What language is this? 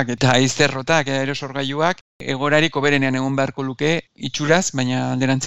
Basque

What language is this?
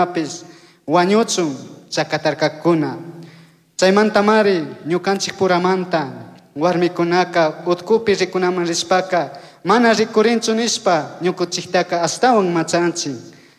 Chimborazo Highland Quichua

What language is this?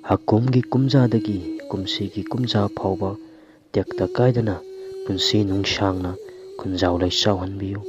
Manipuri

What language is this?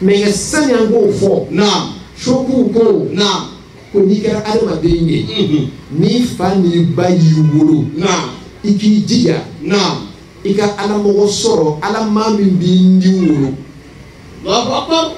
Bambara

